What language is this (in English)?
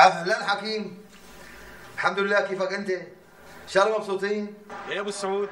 North Levantine Arabic